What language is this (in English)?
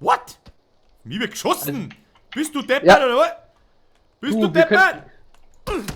Bavarian